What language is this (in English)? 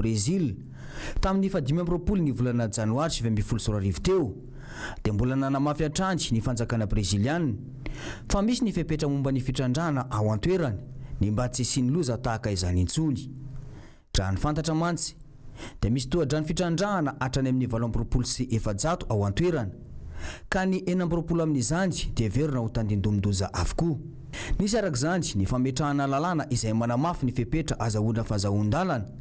Malagasy